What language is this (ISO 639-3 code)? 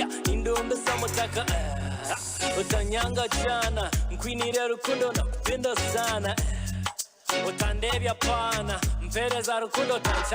nyn